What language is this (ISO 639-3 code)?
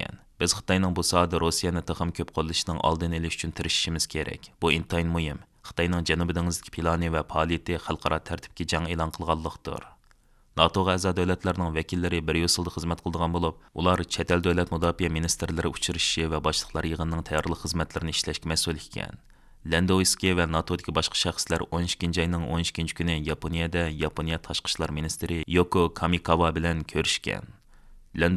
uig